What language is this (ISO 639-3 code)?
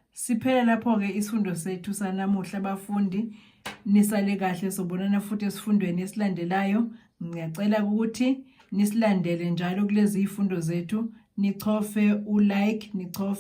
zul